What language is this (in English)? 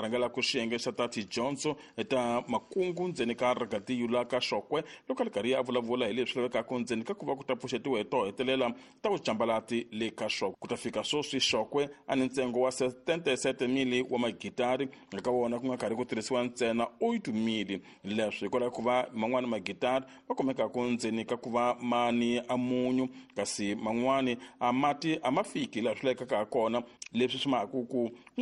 Tsonga